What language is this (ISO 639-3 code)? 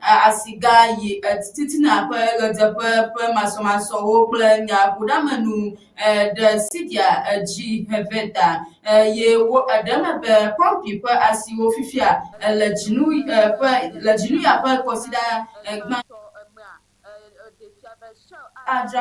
ewe